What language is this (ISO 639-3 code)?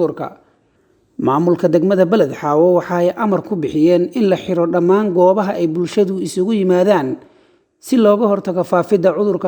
som